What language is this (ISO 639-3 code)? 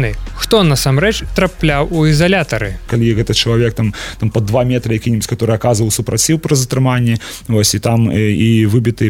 bel